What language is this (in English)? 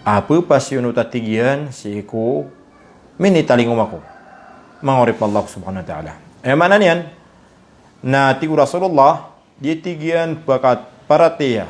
Maranao